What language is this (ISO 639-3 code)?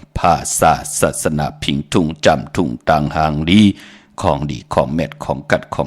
shn